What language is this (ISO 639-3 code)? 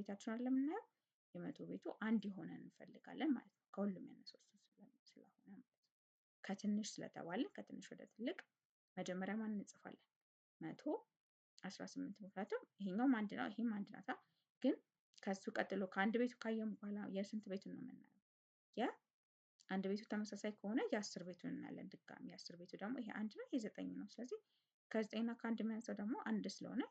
amh